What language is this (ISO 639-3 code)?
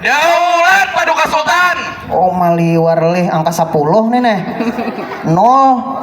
bjn